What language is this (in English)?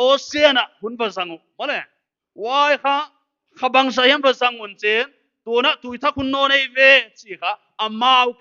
Paite Chin